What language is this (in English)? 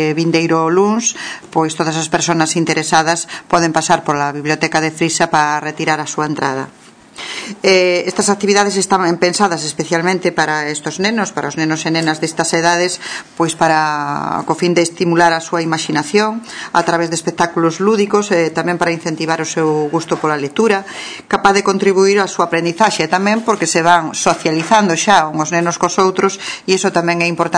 Galician